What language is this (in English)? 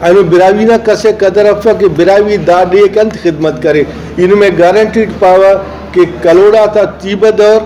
Brahui